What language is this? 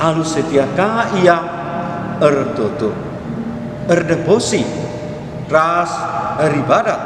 Batak Karo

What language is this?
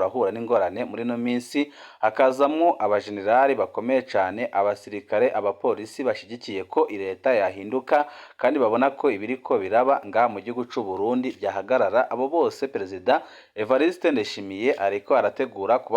Rundi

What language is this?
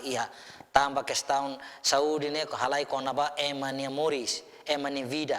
Tetum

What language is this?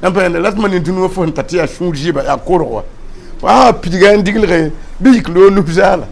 Mossi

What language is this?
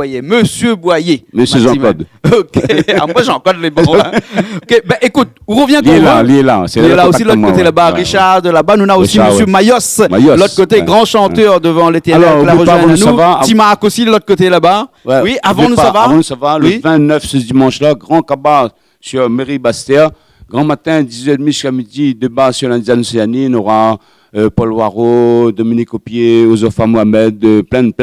Réunion Creole French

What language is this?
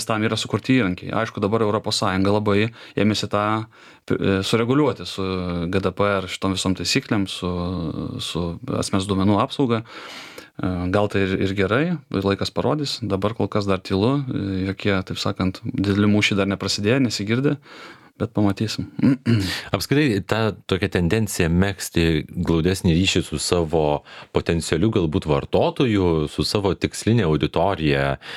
Lithuanian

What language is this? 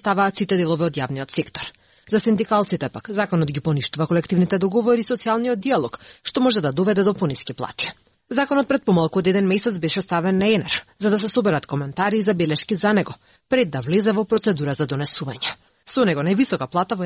Macedonian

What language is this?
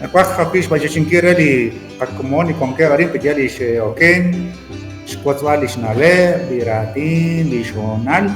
Kekchí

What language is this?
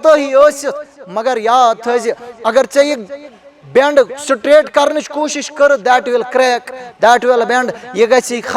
Kashmiri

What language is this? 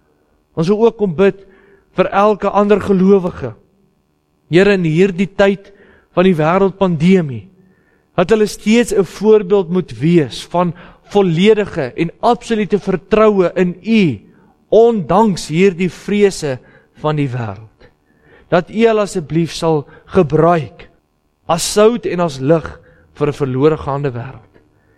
Afrikaans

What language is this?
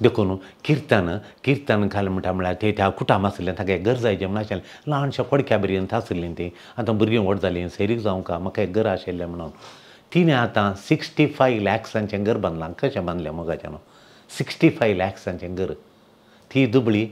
Konkani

